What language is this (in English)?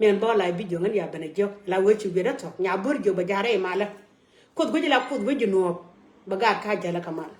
Nuer